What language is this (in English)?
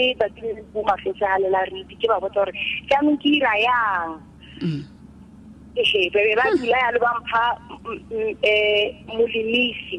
Tswana